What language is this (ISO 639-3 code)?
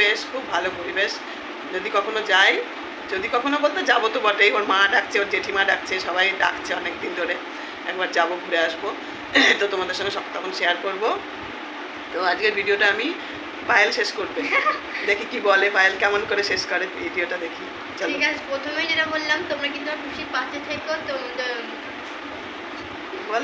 ben